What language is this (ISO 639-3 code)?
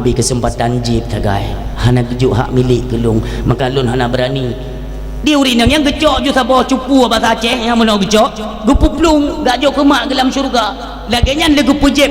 ace